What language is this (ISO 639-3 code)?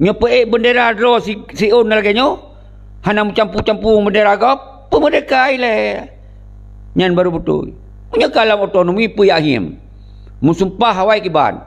ace